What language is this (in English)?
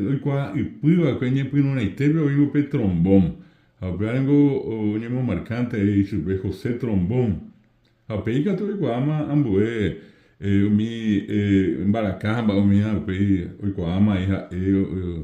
Guarani